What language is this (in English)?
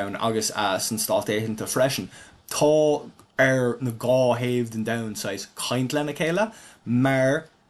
Irish